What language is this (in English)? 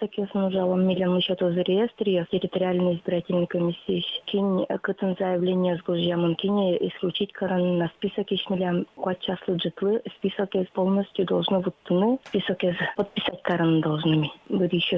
Udmurt